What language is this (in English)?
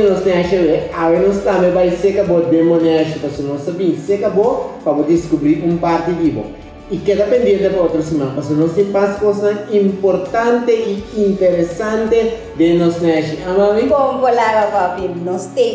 Papiamento